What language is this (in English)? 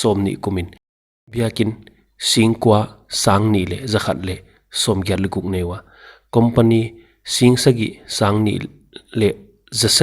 Paite Chin